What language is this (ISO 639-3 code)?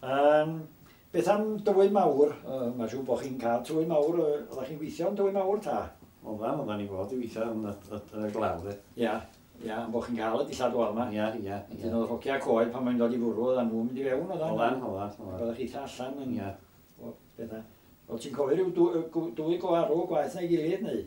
cym